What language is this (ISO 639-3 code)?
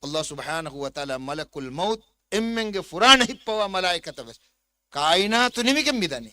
div